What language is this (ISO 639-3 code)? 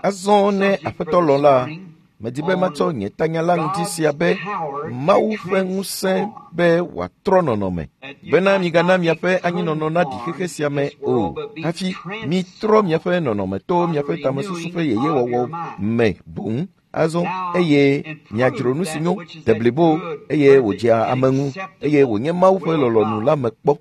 ewe